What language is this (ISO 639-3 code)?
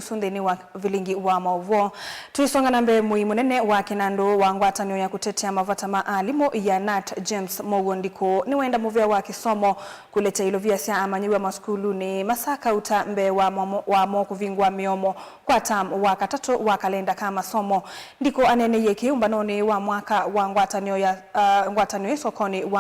kam